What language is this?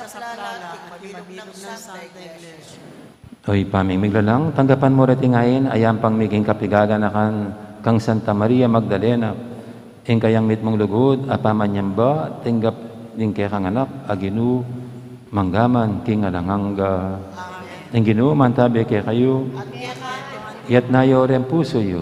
Pampanga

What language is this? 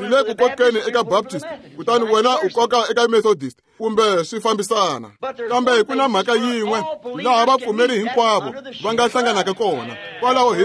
Tsonga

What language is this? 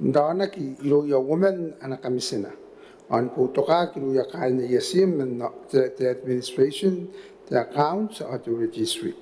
Gilbertese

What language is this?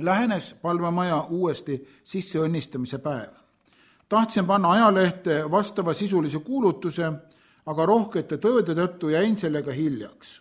Estonian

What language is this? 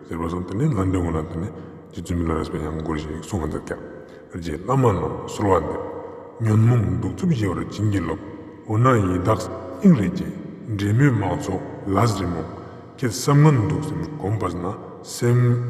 Ladakhi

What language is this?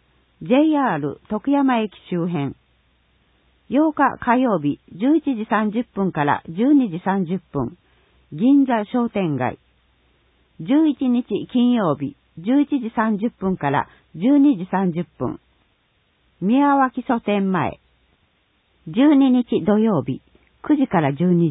Japanese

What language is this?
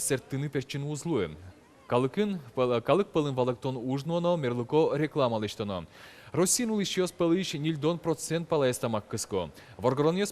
Udmurt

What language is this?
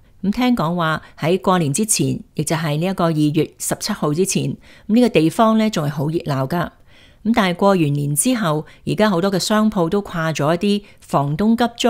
Cantonese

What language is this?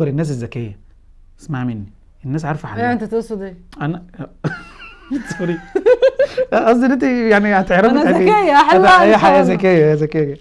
Egyptian Arabic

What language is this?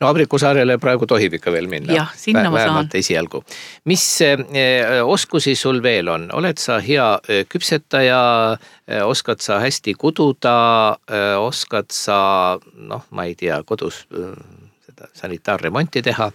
Estonian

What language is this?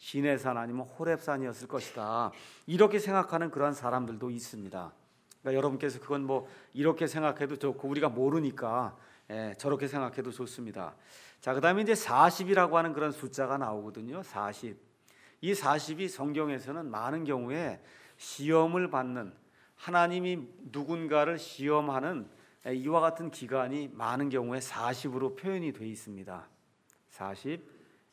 Korean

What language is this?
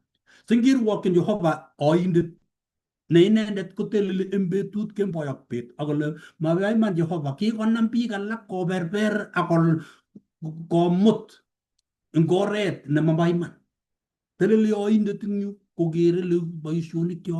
Kalenjin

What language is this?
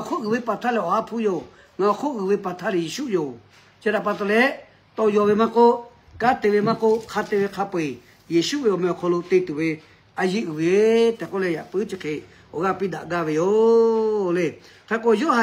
Lahu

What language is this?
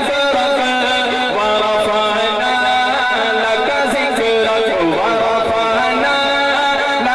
Saraiki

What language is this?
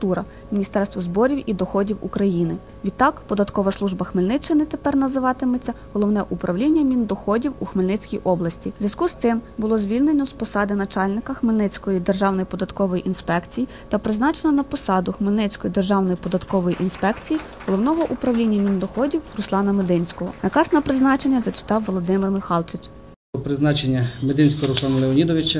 Ukrainian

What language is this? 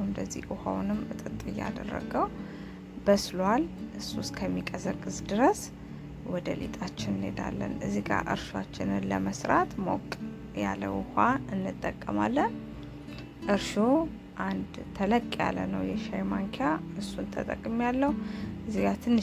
Amharic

